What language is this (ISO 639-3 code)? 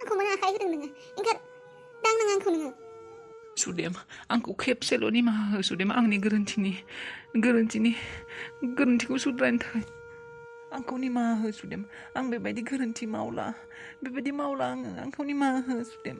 brx